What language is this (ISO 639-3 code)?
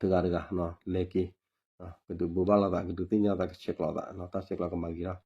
ksw